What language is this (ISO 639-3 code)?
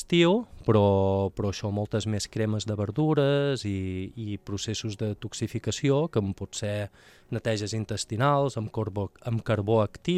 cat